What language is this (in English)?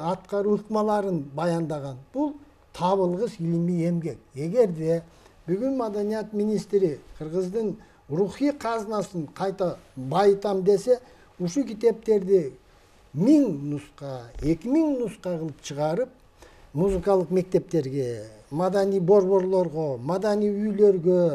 Kyrgyz